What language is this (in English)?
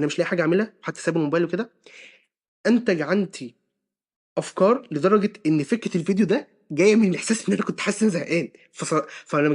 Egyptian Arabic